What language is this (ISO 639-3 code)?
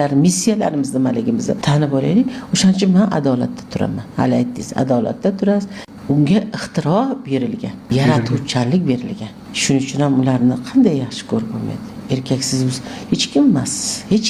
uzb